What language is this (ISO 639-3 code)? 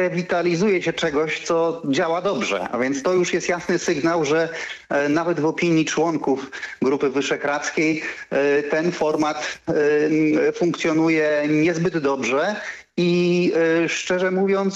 pol